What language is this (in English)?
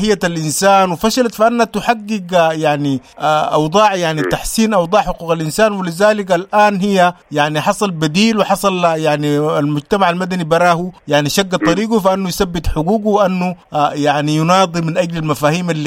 Sudanese Arabic